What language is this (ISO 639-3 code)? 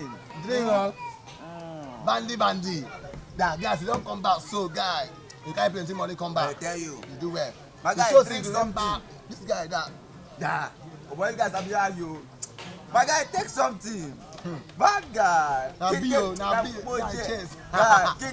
pcm